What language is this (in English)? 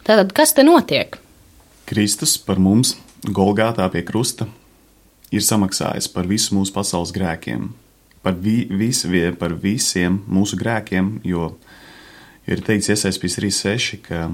Latvian